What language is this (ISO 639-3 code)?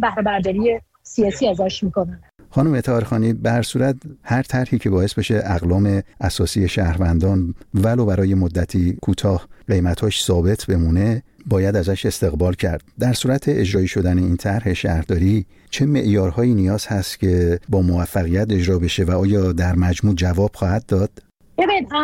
fas